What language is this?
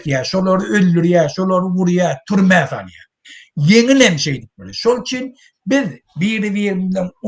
Turkmen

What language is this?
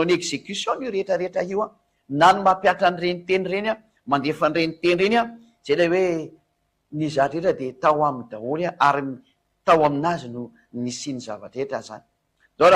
Malagasy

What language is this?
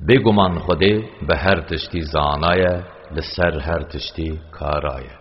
Kurdish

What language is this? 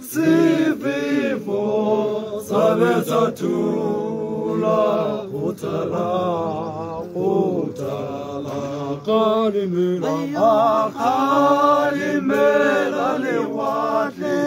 Tswana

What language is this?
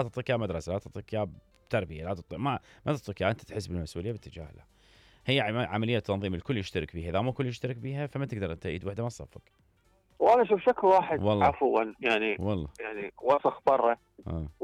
Mesopotamian Arabic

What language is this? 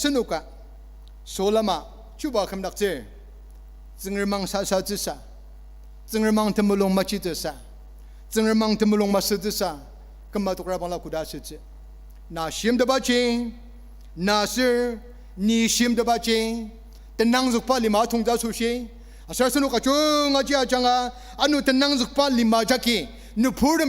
Ao Naga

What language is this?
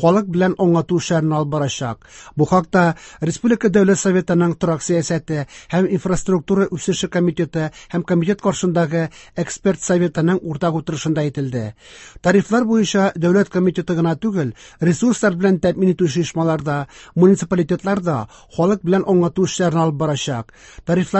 Tatar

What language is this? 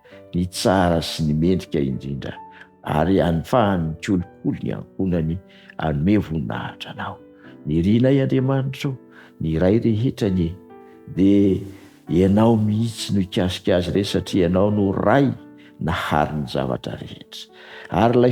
Malagasy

